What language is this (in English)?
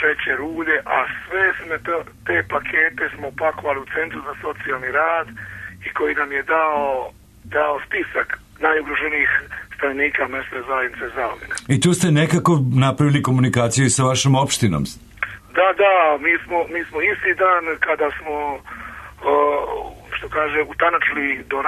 Serbian